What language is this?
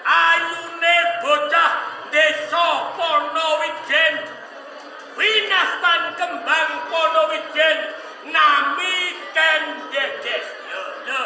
Javanese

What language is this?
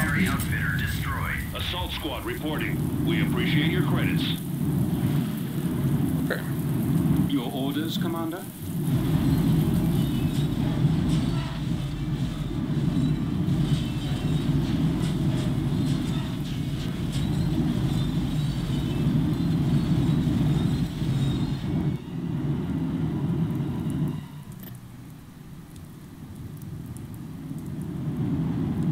English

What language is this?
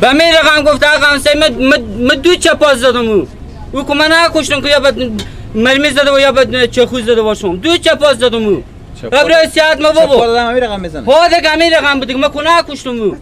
Persian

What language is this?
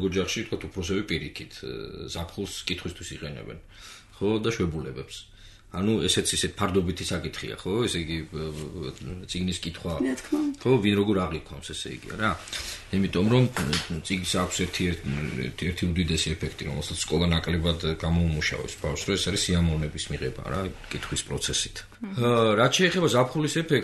Georgian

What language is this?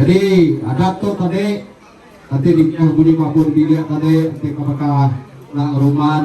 Iban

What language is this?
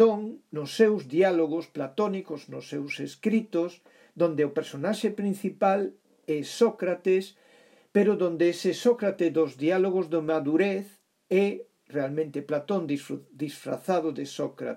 Galician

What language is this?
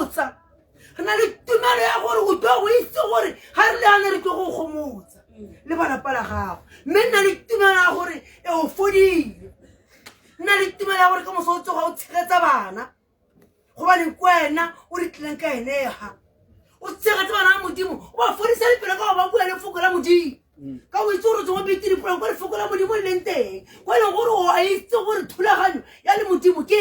Tswana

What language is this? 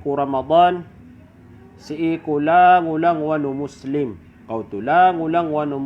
Maranao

